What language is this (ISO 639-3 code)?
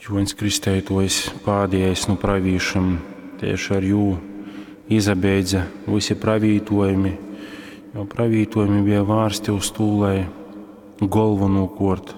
ltg